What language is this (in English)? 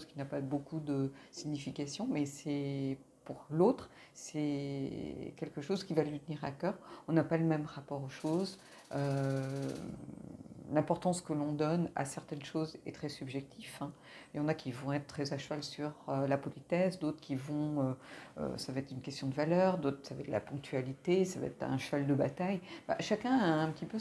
French